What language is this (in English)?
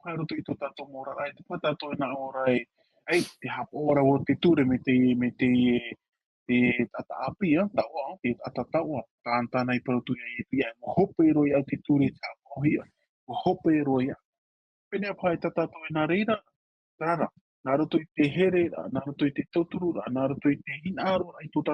Tahitian